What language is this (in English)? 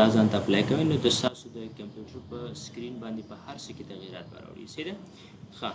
Pashto